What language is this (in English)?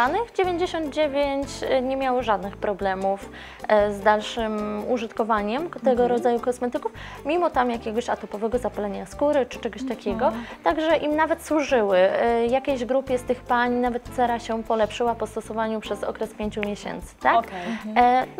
Polish